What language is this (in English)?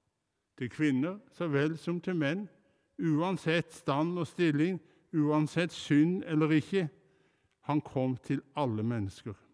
Norwegian